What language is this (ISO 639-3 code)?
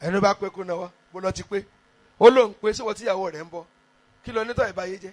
yor